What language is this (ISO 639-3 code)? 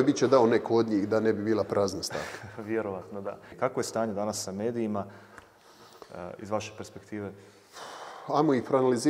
hrv